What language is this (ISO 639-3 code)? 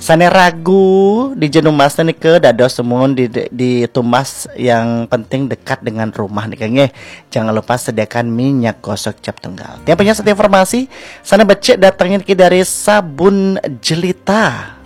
ban